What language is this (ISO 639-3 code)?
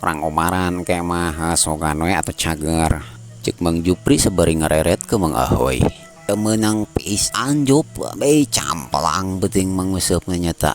sun